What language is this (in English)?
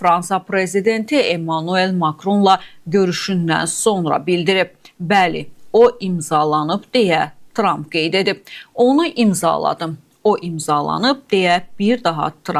Azerbaijani